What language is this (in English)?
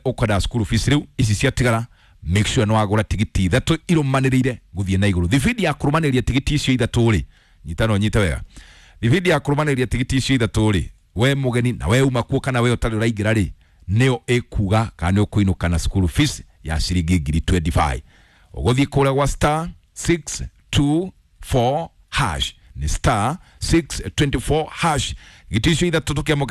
Kikuyu